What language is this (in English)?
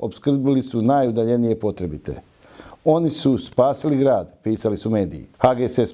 Bosnian